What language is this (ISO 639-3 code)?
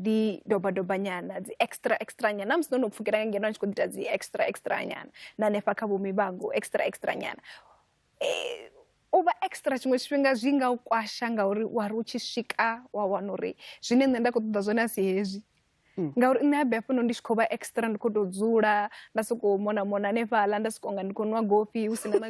ven